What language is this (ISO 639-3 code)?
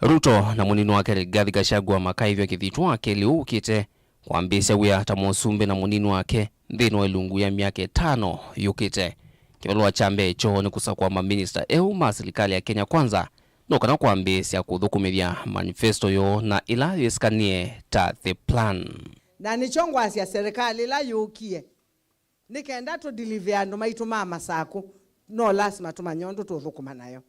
kam